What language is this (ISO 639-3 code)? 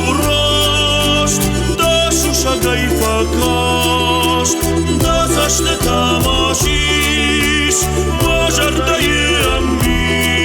oss